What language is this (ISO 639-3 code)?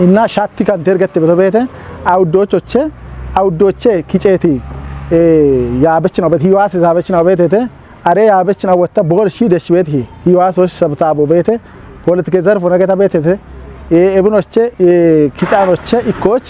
kbr